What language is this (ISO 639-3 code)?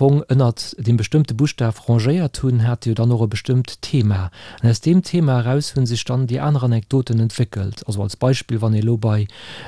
ltz